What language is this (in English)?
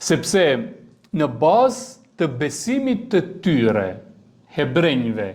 Albanian